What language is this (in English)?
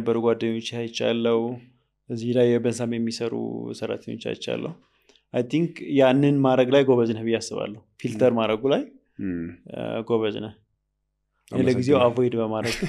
Amharic